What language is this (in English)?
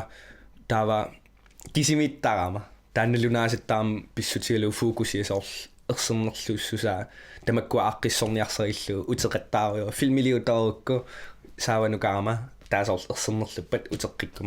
Kalaallisut